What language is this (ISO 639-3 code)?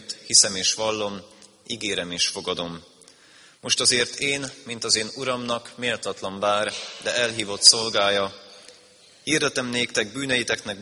hun